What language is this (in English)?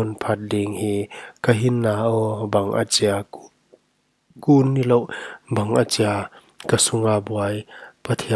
Paite Chin